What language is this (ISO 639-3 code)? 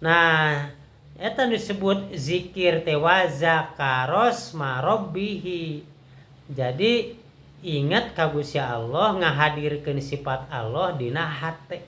sun